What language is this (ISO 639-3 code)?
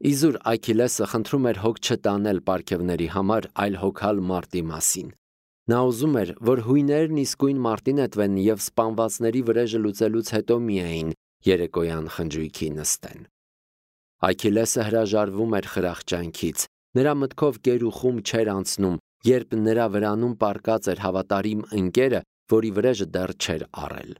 hye